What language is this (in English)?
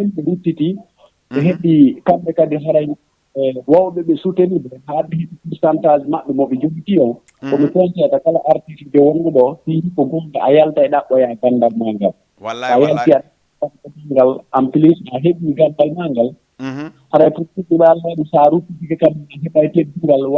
Fula